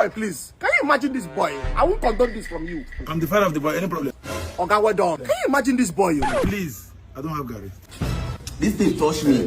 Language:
Nigerian Pidgin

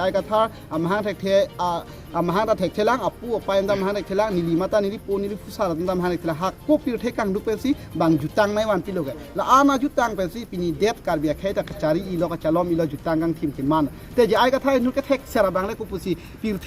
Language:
Karbi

